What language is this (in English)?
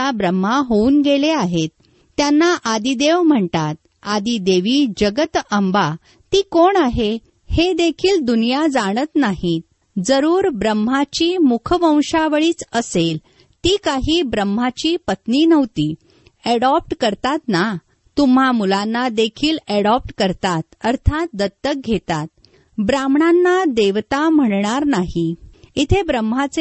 Marathi